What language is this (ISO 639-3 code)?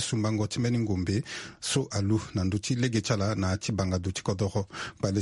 sag